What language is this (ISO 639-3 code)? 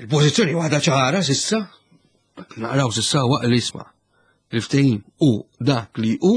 mlt